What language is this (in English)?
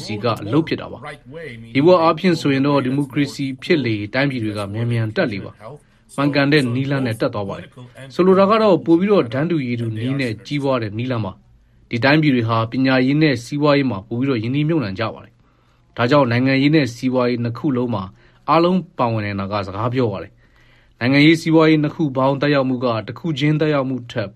Burmese